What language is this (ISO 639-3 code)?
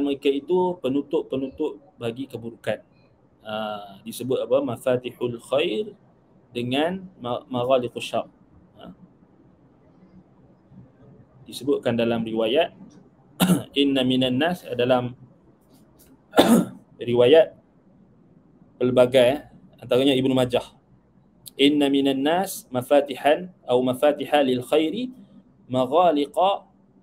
msa